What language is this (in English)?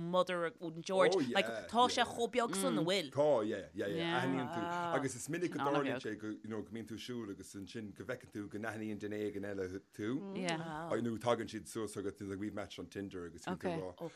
Irish